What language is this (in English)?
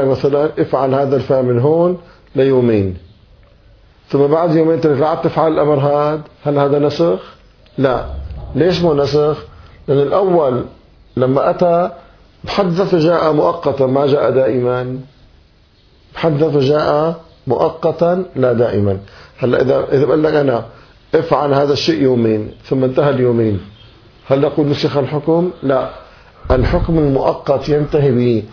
Arabic